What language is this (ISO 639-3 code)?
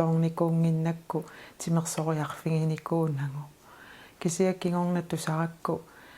kal